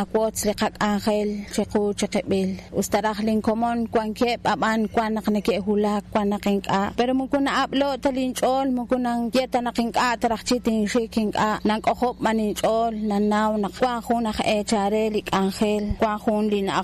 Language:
Kekchí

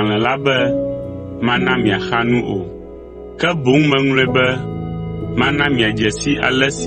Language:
Ewe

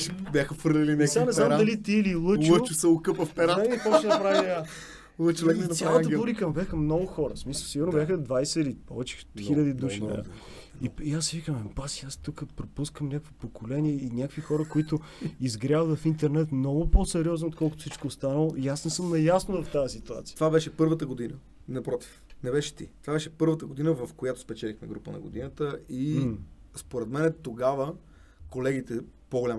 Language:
Bulgarian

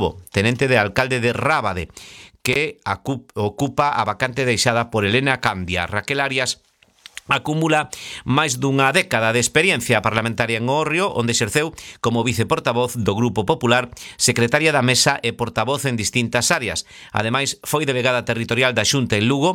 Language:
Galician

